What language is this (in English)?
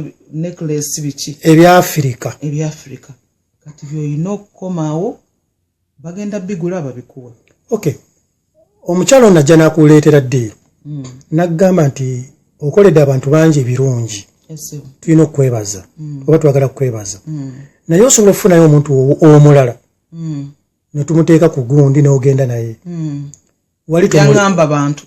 Ganda